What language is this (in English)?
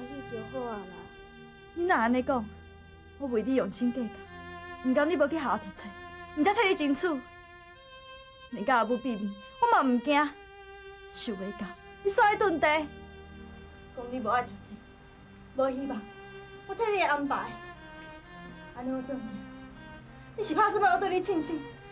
Min Nan Chinese